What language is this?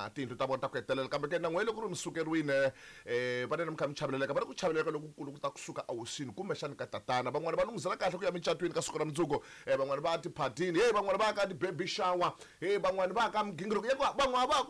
Tsonga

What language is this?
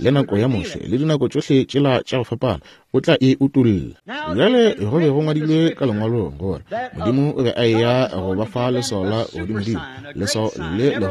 Northern Sotho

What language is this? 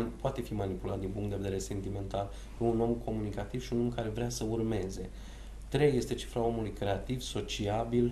Romanian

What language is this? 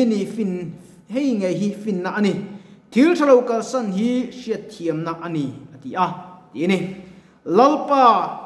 Mizo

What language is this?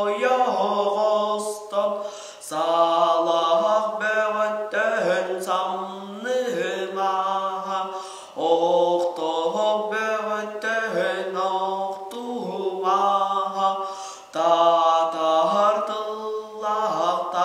Yakut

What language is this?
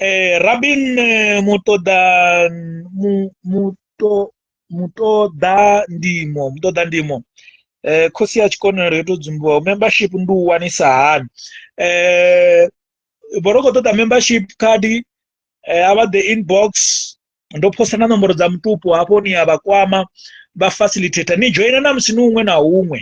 Venda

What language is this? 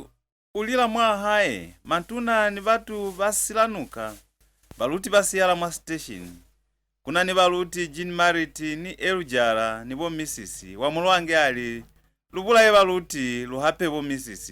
Lozi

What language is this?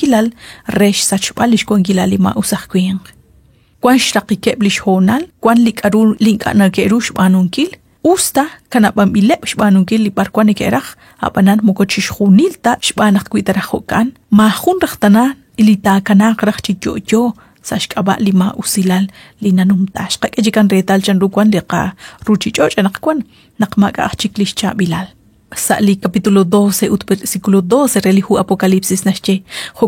Kekchí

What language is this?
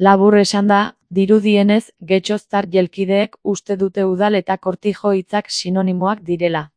Basque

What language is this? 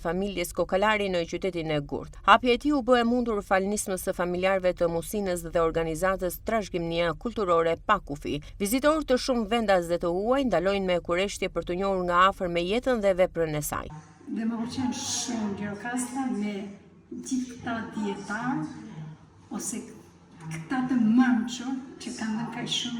Albanian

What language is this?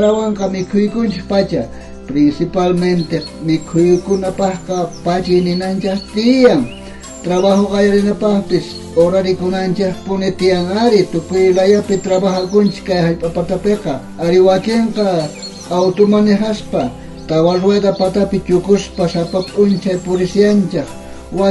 South Bolivian Quechua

